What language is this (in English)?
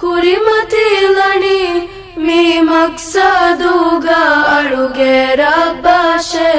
Divehi